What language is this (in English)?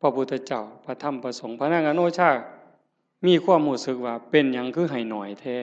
Northeastern Thai